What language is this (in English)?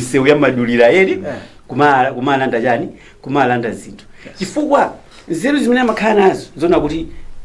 Nyanja